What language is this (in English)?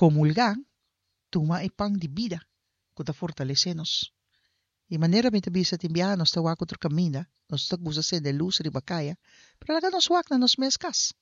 Papiamento